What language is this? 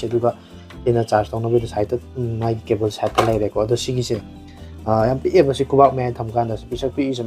Manipuri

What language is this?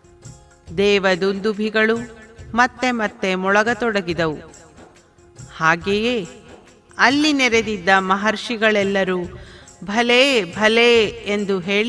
Kannada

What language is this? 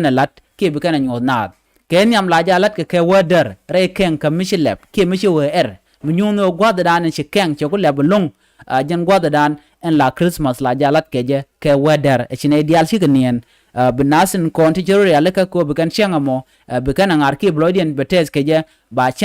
Nuer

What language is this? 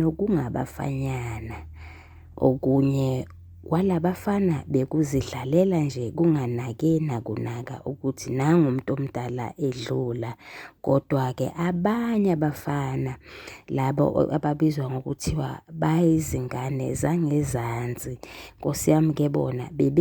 Zulu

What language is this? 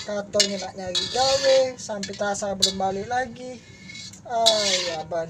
Musi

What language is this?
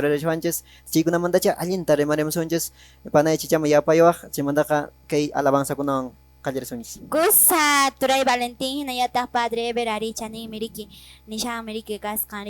Quechua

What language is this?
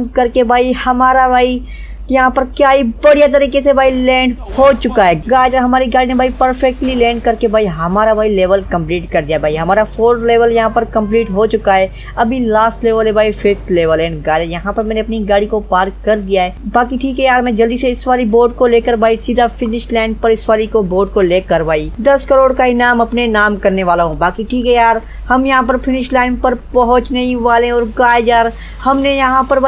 Hindi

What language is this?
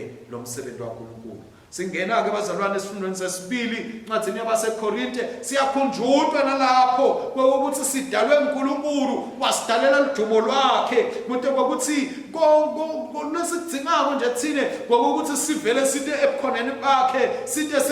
Swati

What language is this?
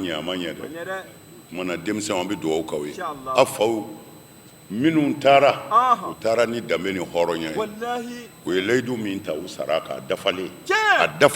Bambara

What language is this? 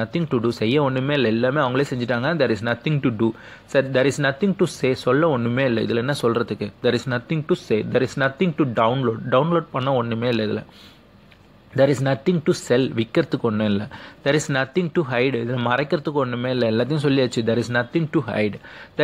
Tamil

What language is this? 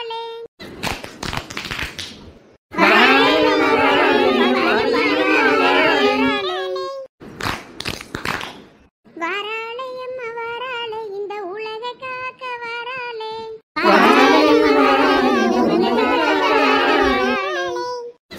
Tamil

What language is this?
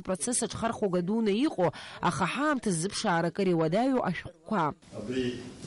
Abkhazian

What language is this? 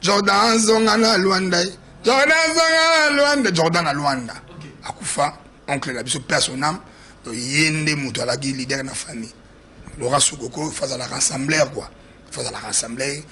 Lingala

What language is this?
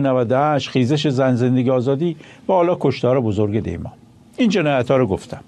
Persian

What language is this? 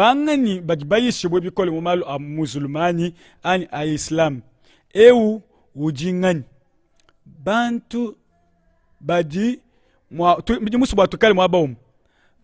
Luba-Lulua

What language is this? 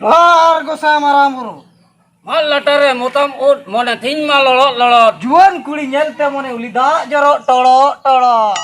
Santali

